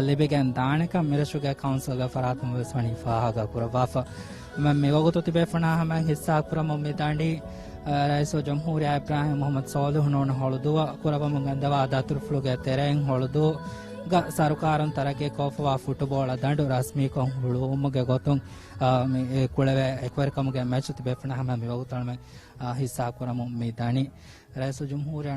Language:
Divehi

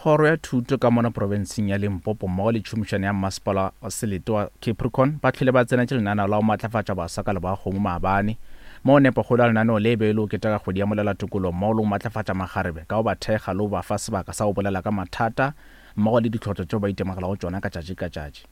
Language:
Northern Sotho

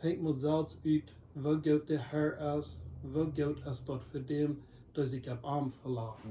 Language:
Plautdietsch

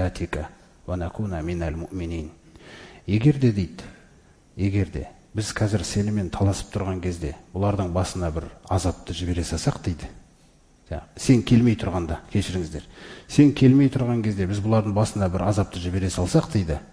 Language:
Kazakh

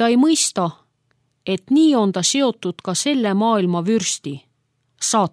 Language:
Estonian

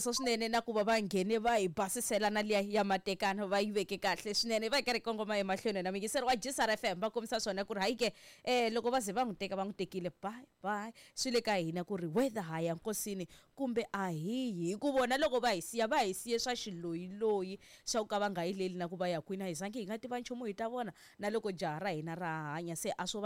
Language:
Tsonga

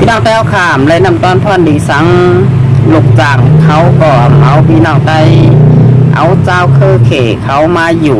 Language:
Shan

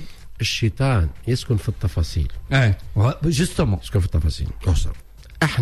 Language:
Tunisian Arabic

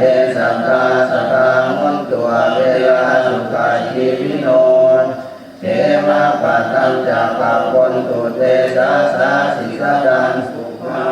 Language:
Pali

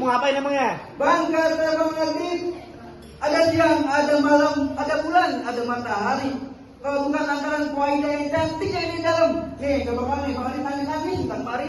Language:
Betawi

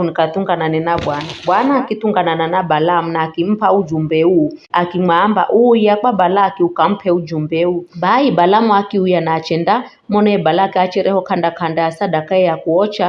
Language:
Giryama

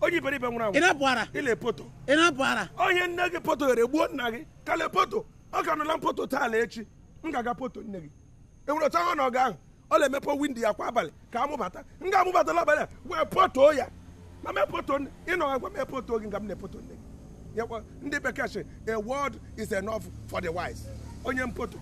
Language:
Igbo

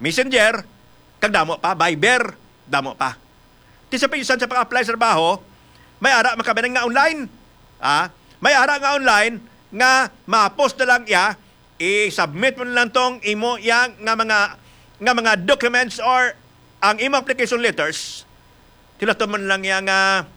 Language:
Hiligaynon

